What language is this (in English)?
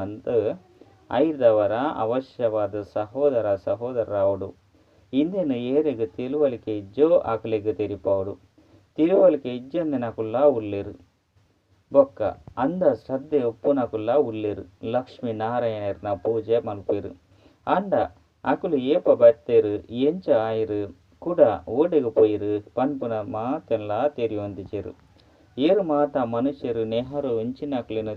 Tulu